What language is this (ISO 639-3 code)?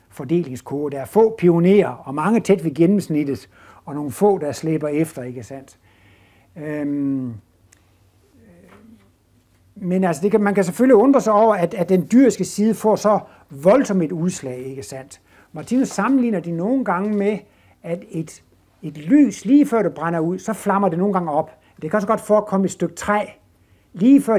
dan